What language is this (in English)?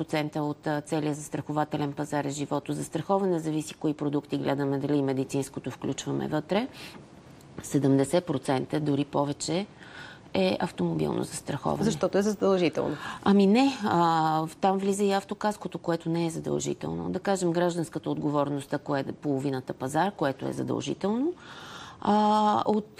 Bulgarian